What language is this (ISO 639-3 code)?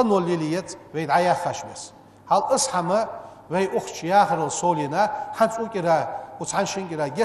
inh